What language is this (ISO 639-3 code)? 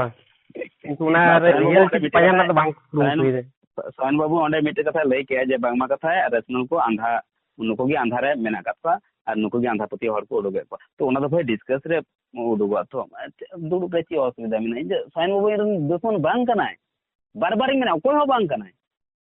sat